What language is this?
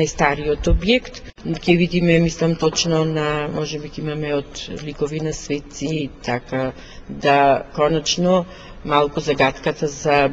Macedonian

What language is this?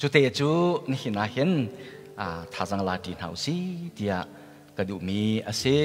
Hakha Chin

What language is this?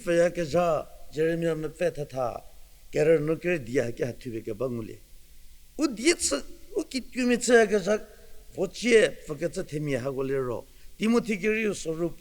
Angami Naga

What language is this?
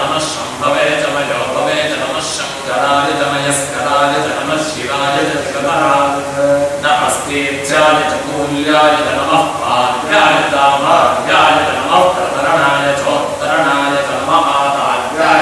Sanskrit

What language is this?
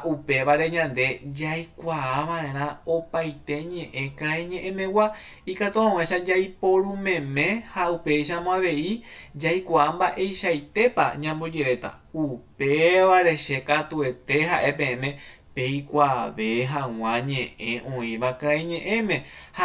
Guarani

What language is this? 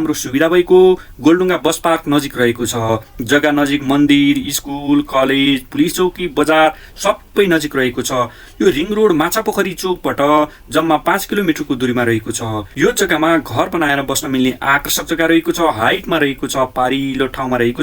Nepali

